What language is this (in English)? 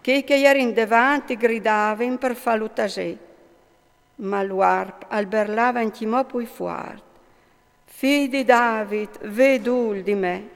Friulian